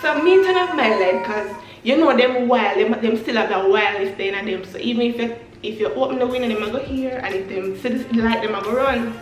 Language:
Jamaican Creole English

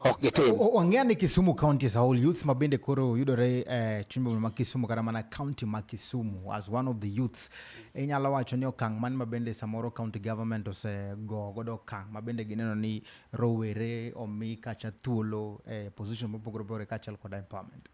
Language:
Luo (Kenya and Tanzania)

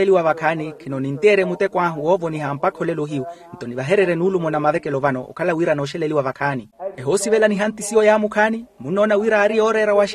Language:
Makhuwa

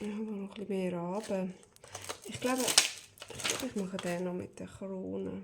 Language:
Swiss German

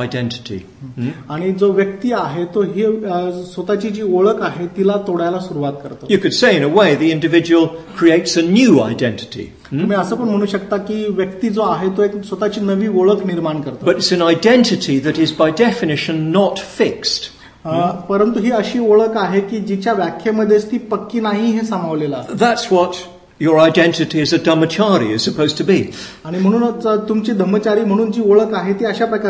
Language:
Marathi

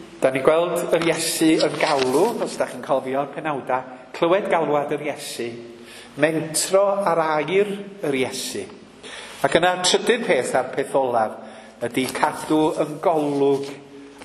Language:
Welsh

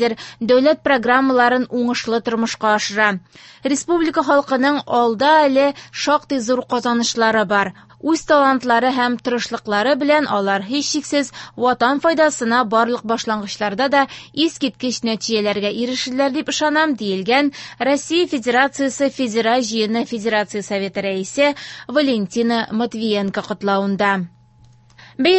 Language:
Tatar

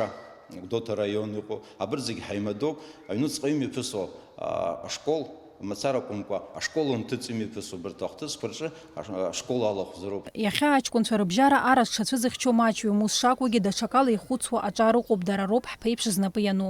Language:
Abkhazian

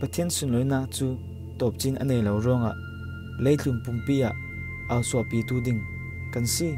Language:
Falam Chin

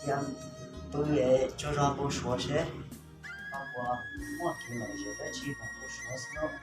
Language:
Hmong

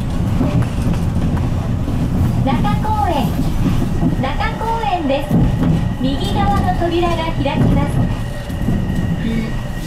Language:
Japanese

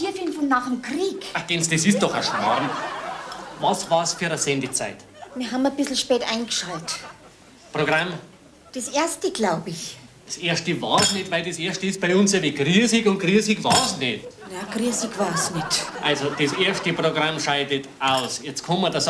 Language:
Bavarian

